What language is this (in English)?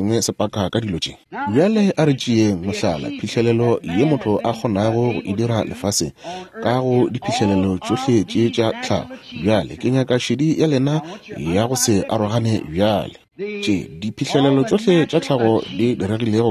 Northern Sotho